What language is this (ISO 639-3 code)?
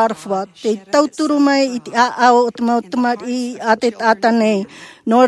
tah